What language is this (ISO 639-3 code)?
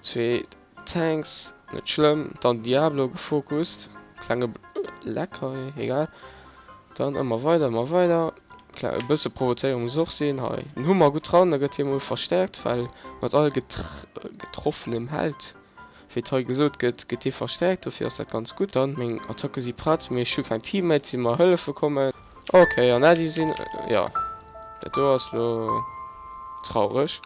ltz